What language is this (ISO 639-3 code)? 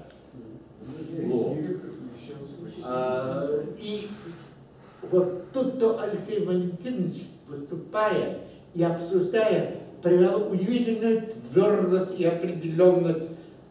rus